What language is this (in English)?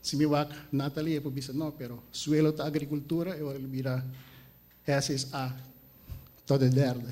Papiamento